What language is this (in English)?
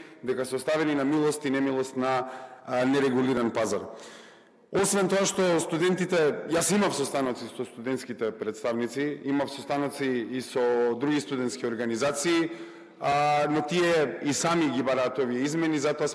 Macedonian